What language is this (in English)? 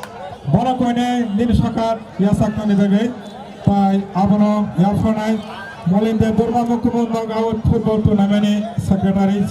Kok Borok